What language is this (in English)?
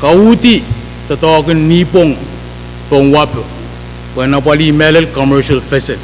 Pohnpeian